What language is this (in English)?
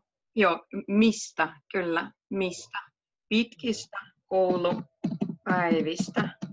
Finnish